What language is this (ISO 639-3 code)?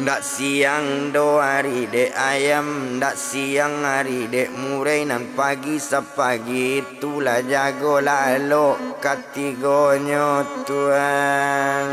min